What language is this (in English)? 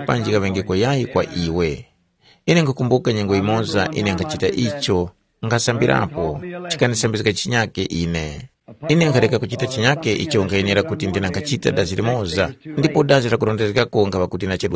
Tumbuka